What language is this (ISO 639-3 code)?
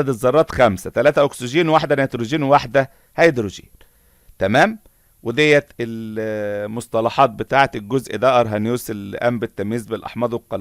arz